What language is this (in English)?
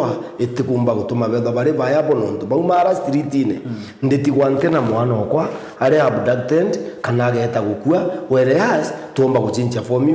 Meru